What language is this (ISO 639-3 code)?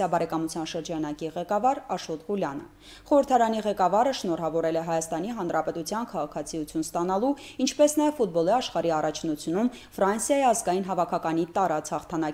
hye